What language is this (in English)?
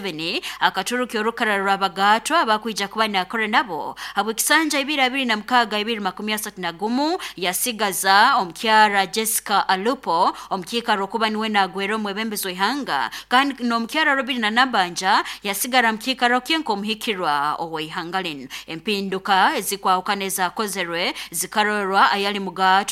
Nyankole